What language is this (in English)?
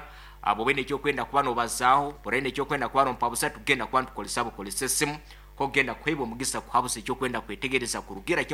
Nyoro